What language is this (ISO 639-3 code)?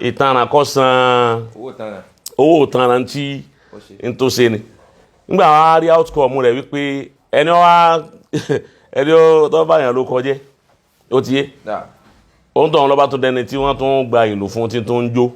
yor